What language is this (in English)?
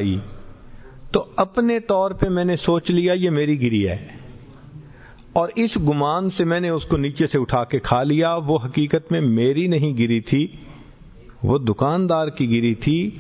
Urdu